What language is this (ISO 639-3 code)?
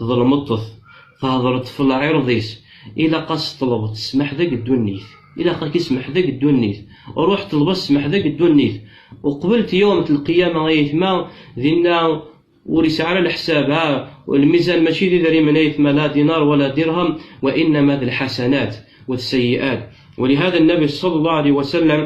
kab